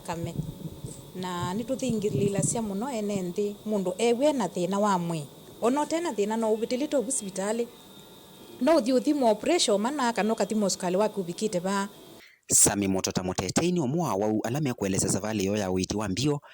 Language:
Kamba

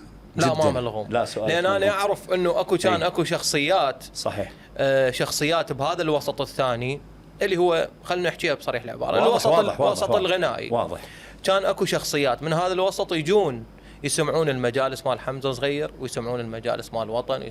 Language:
Mesopotamian Arabic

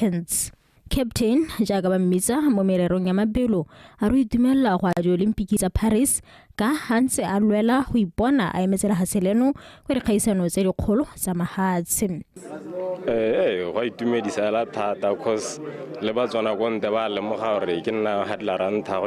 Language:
Tswana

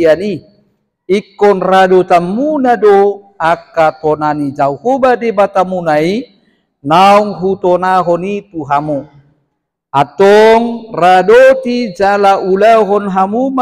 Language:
Batak Toba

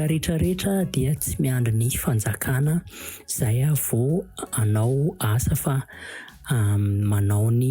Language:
Malagasy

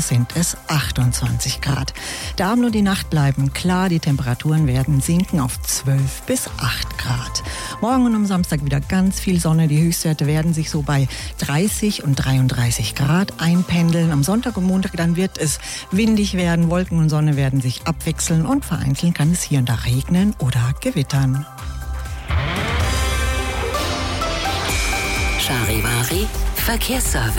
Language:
German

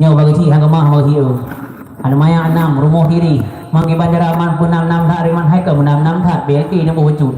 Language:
Achinese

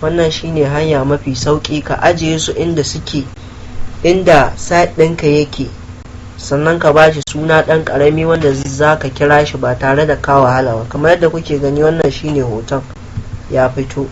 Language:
Hausa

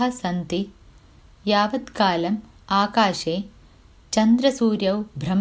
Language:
Sanskrit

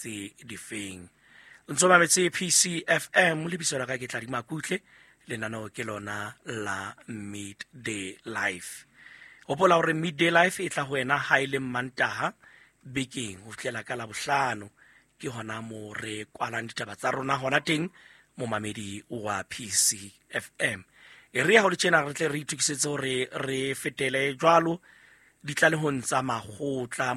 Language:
Southern Sotho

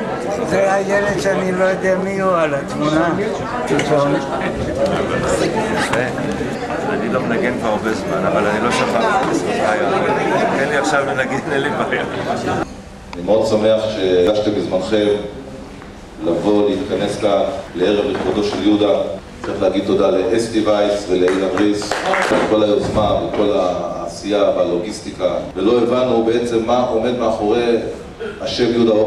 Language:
Hebrew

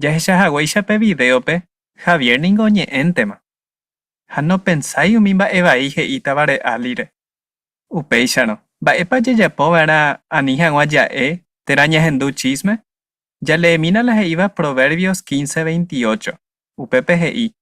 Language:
Guarani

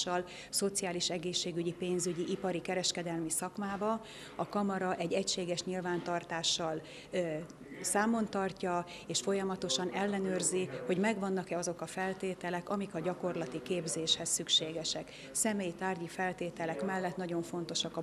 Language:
Hungarian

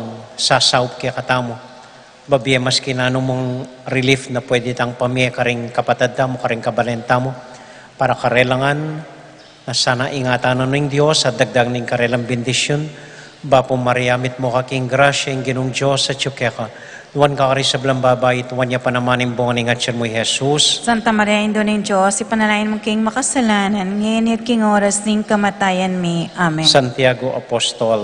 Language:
Pampanga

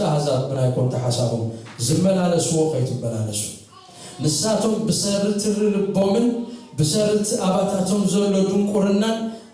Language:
Tigrinya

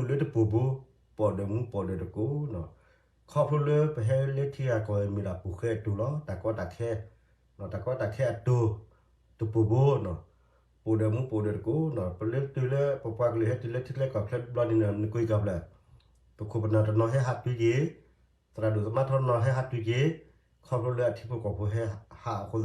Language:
S'gaw Karen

